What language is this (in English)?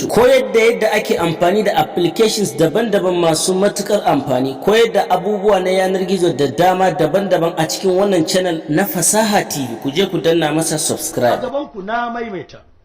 Hausa